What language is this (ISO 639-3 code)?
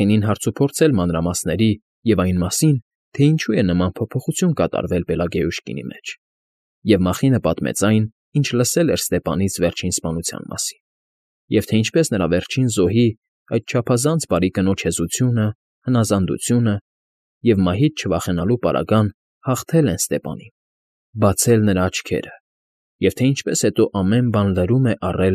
hye